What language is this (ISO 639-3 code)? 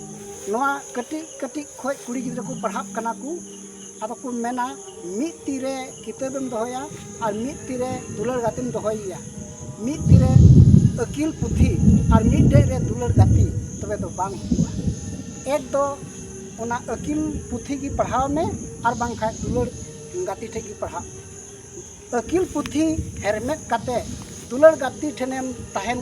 sat